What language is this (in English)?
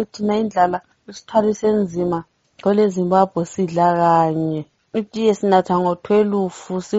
North Ndebele